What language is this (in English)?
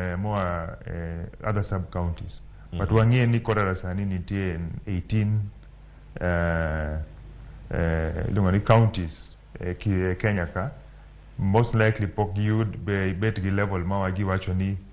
Luo (Kenya and Tanzania)